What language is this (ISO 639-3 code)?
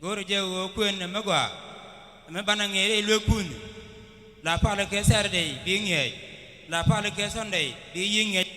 nus